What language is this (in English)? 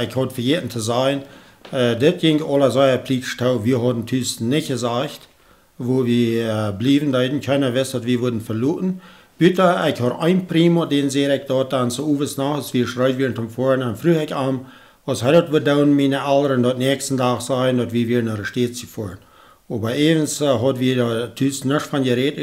Plautdietsch